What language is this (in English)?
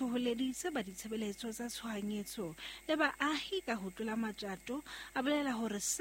Southern Sotho